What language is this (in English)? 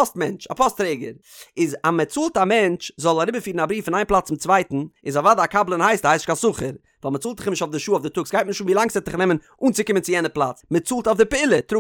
Yiddish